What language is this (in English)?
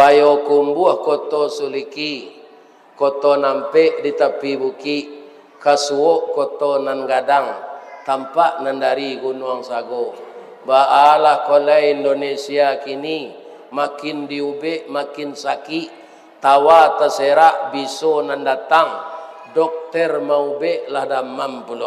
Minangkabau